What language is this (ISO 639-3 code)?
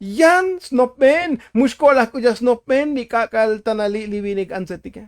tzo